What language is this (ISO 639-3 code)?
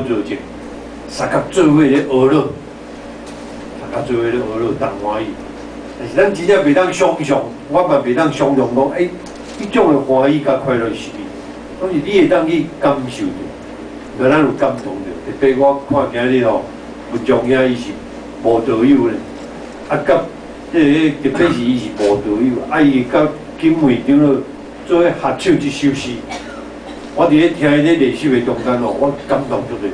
nan